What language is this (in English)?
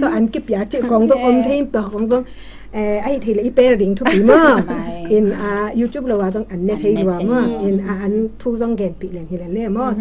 Tedim Chin